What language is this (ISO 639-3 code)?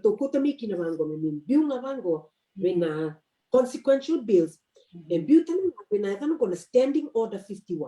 fij